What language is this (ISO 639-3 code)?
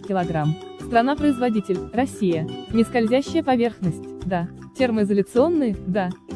rus